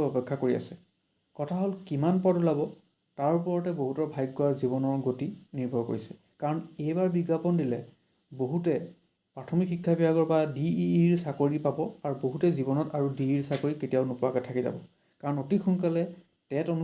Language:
Assamese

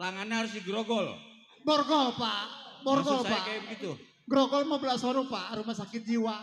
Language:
Betawi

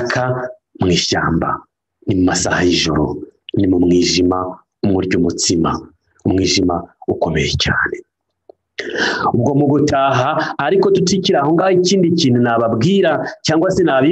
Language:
Kinyarwanda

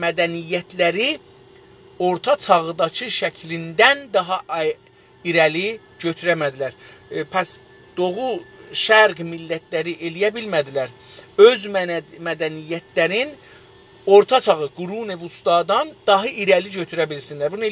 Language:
South Azerbaijani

